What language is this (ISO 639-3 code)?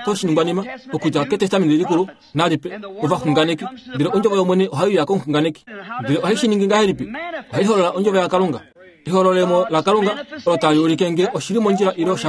kua